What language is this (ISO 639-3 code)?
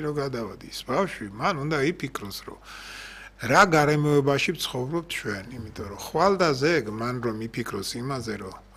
kat